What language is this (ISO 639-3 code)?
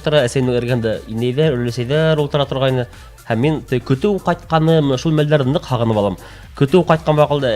bak